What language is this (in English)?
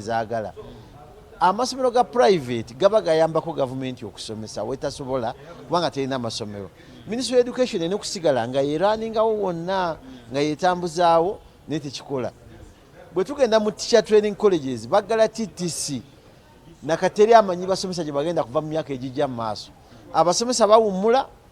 Ganda